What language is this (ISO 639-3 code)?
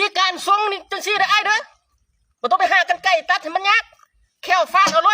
tts